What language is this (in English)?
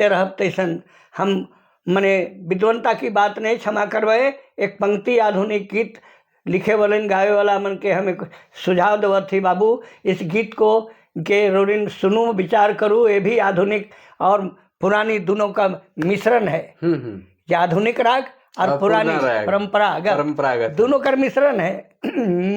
Sadri